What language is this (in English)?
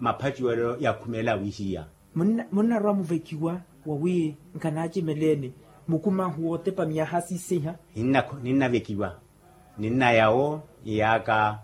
Makhuwa